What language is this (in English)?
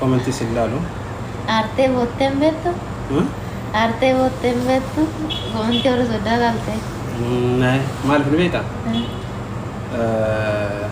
Oromo